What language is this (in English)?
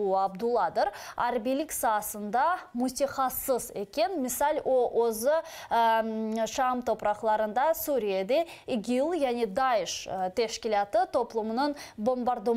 Crimean Tatar